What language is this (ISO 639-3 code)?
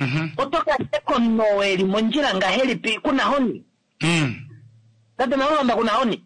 kua